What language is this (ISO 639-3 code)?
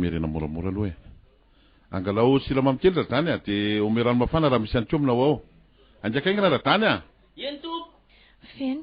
mlg